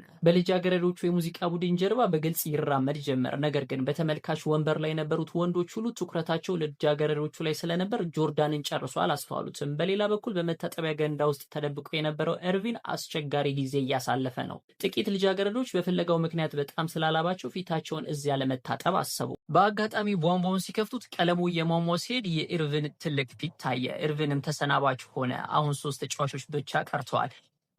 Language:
Amharic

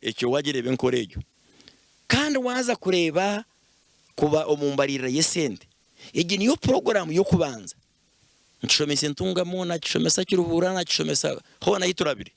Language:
Nyankole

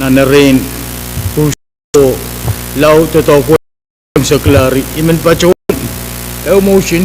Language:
Pohnpeian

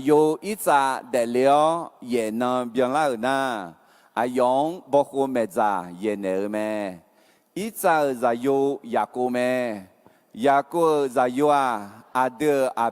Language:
Akha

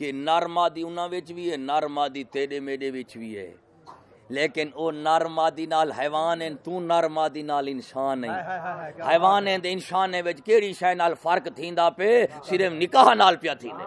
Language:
Saraiki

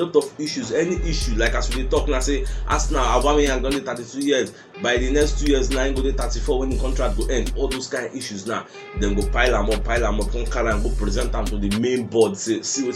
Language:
Nigerian Pidgin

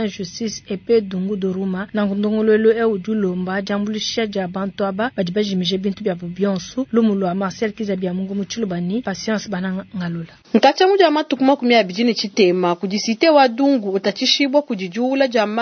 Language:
Luba-Lulua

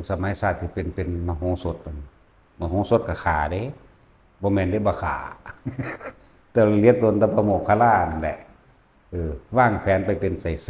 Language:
Lao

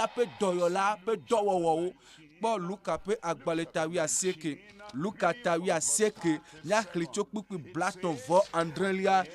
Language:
Ewe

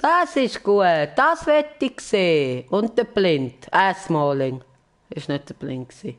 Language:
Swiss German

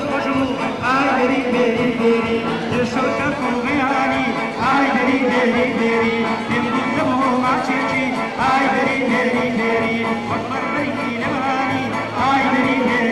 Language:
Kurdish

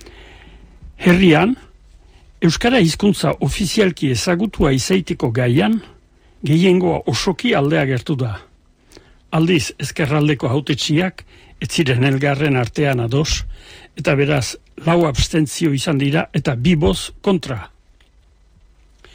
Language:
Basque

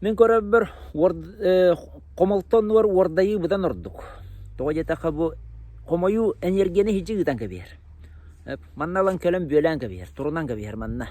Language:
Yakut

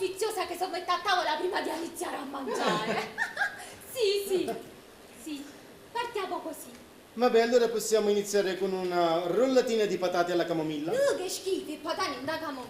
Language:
Neapolitan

